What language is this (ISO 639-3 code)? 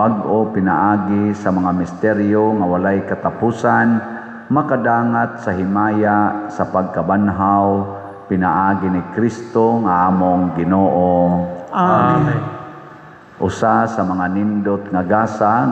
ceb